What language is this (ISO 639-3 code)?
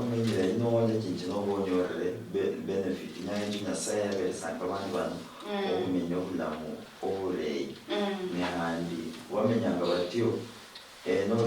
luy